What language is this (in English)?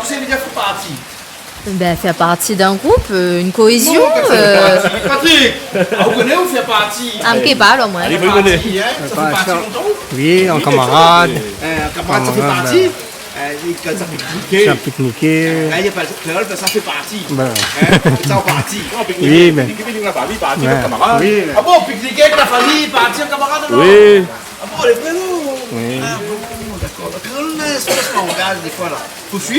Réunion Creole French